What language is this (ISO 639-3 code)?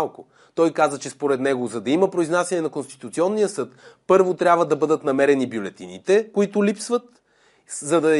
bul